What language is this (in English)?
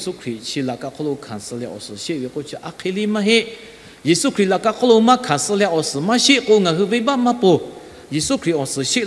Lahu